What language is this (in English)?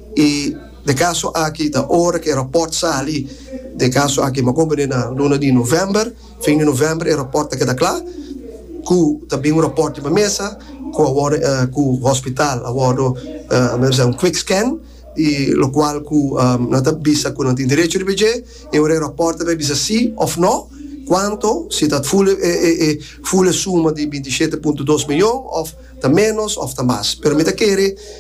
Papiamento